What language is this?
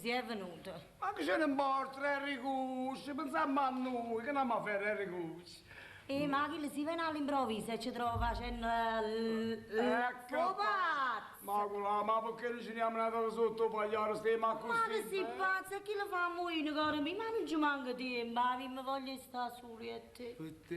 Neapolitan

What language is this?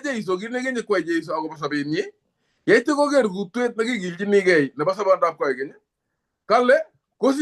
Kalenjin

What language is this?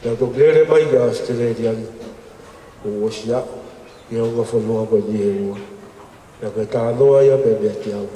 Tongan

